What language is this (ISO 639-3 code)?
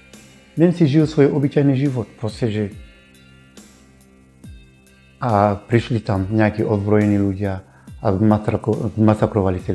slk